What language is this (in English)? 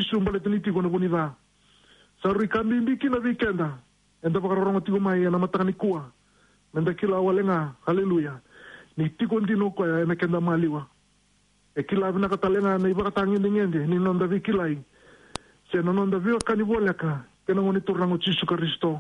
Fijian